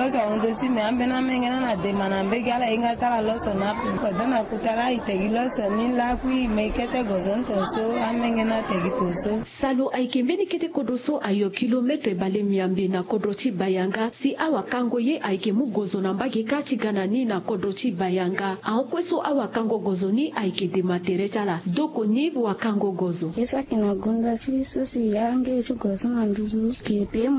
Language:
Sango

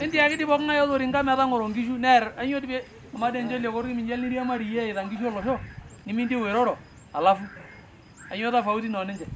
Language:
Masai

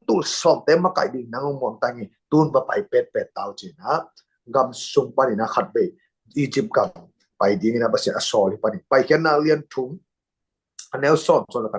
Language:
Tedim Chin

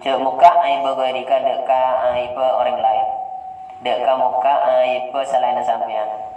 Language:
Madurese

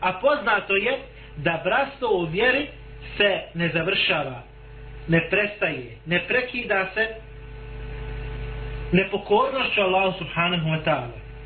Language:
Bosnian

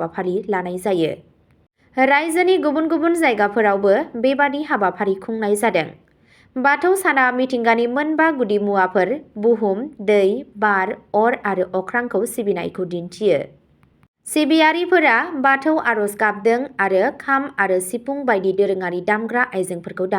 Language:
Bodo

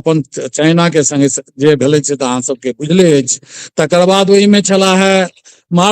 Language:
Maithili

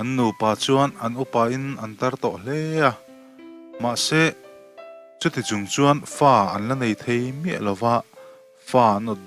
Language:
Mizo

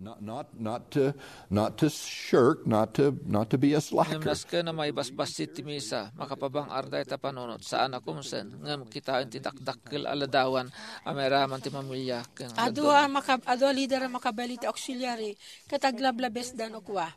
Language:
Iloko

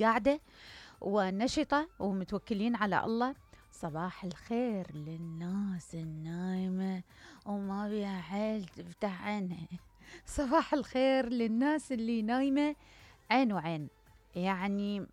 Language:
Mesopotamian Arabic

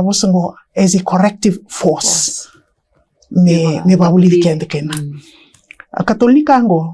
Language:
Fijian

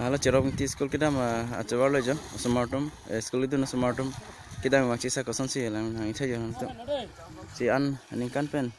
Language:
Karbi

